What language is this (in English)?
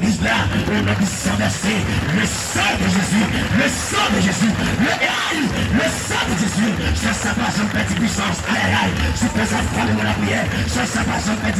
Haitian Creole